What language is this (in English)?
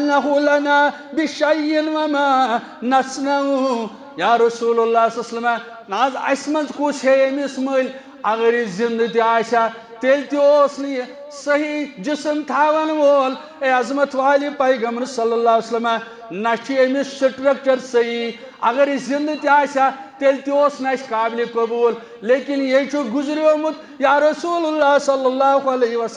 Kashmiri